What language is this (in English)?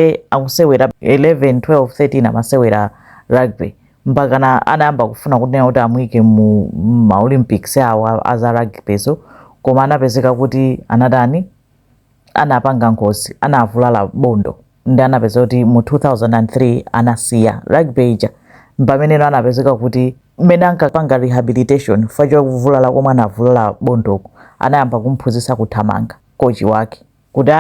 Nyanja